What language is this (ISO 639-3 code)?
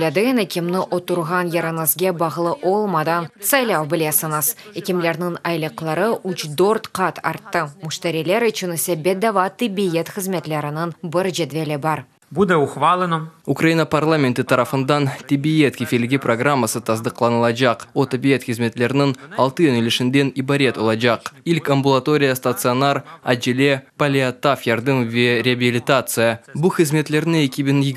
crh